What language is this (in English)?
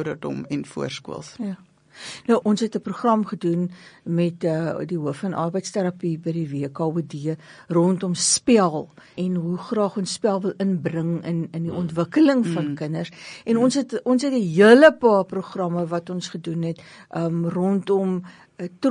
Afrikaans